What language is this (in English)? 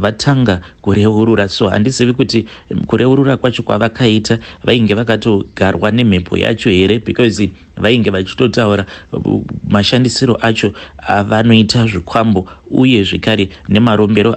Shona